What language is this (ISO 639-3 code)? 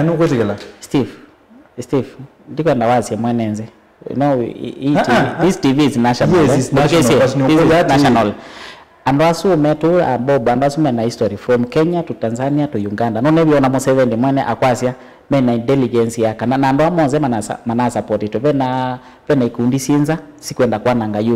kam